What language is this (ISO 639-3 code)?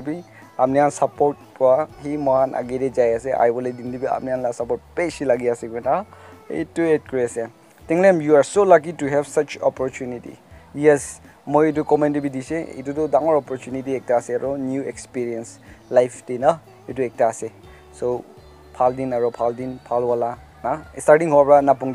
nag